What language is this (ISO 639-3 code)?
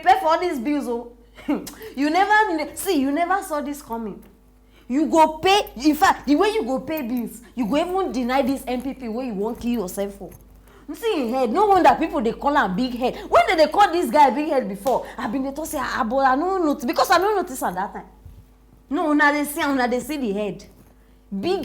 pcm